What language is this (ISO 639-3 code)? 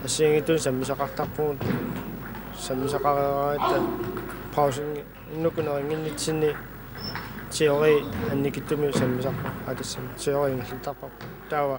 kal